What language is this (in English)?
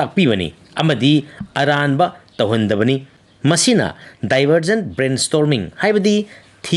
Manipuri